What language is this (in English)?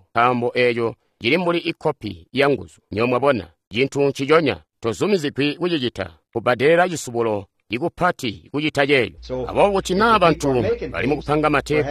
Tonga (Zambia)